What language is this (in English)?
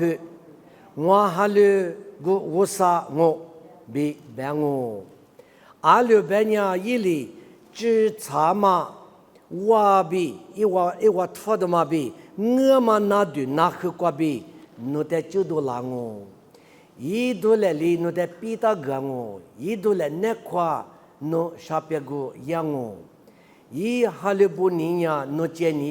Lisu